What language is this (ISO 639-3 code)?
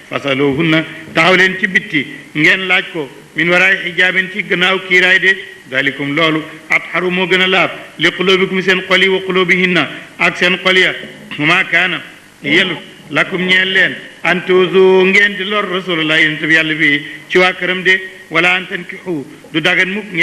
wol